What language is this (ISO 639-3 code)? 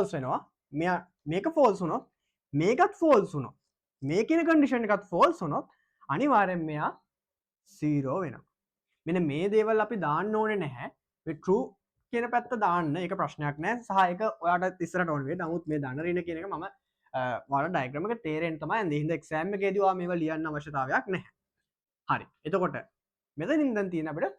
sin